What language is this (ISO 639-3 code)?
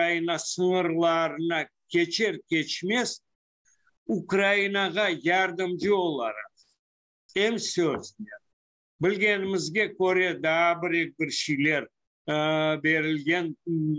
crh